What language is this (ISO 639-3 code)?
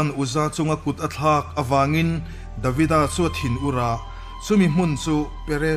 lus